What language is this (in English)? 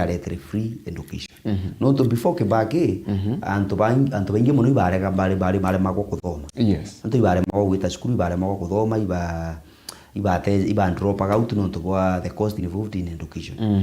Meru